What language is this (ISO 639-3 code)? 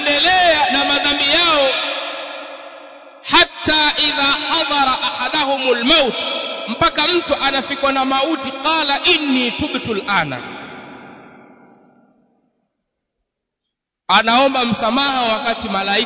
swa